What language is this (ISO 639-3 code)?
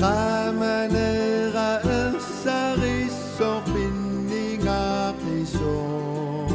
kal